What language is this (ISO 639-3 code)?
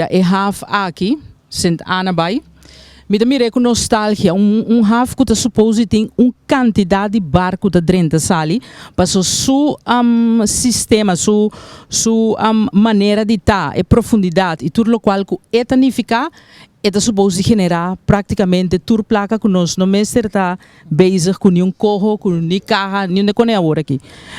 pap